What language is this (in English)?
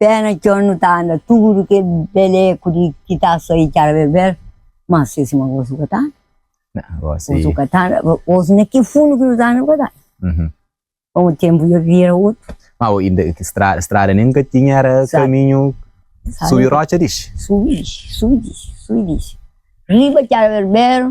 Kabuverdianu